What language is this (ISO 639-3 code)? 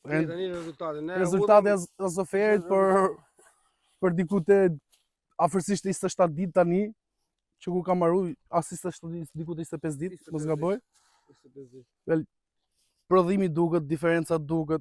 sqi